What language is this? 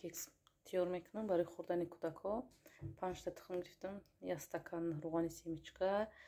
Tajik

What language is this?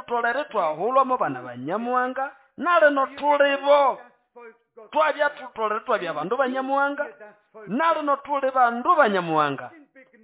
Nande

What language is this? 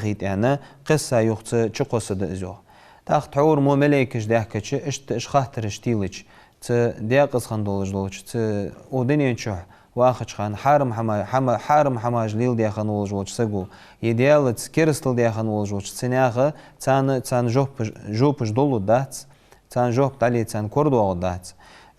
Ingush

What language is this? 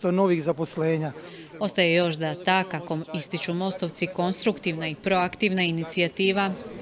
Croatian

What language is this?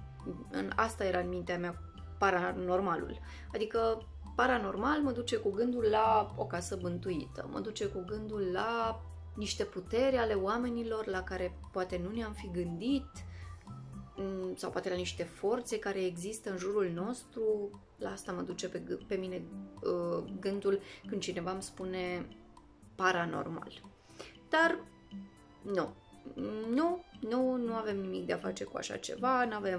Romanian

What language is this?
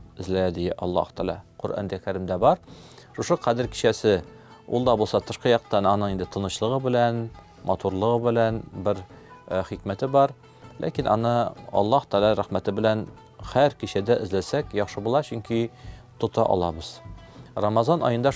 Tatar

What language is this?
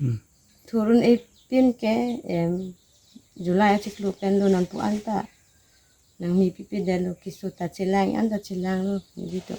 Karbi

